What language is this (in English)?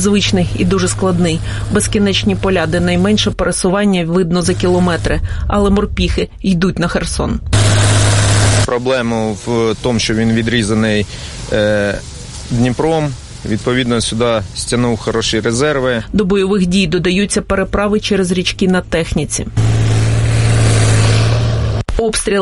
Ukrainian